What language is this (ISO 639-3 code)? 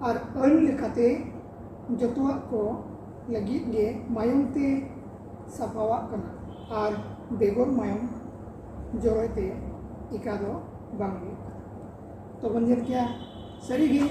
sat